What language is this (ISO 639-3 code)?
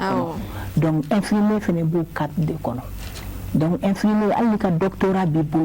bam